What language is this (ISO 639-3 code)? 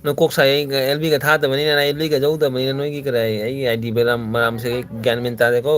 mni